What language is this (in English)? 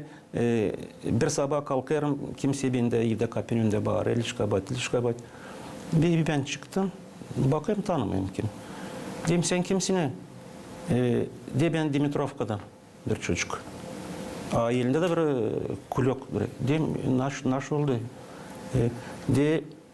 Gagauz